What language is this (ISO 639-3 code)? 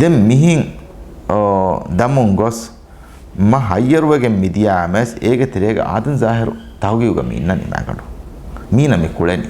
div